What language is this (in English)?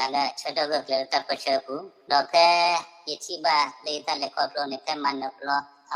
S'gaw Karen